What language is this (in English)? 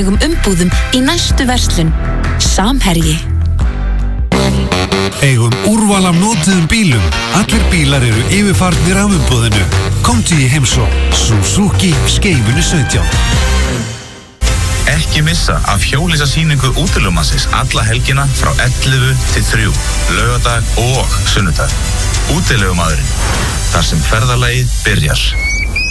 Icelandic